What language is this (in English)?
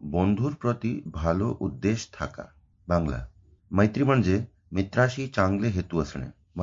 Sanskrit